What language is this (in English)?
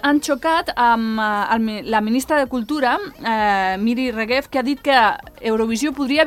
Catalan